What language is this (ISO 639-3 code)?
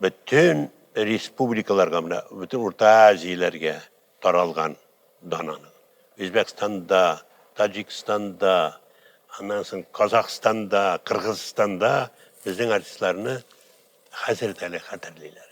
tat